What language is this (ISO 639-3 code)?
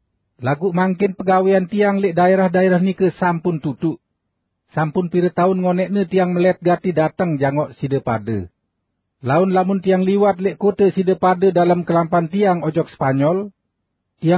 sas